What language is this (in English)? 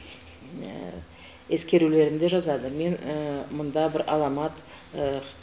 Karachay-Balkar